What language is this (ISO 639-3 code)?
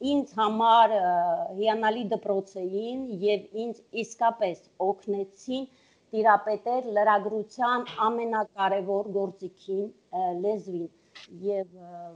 hye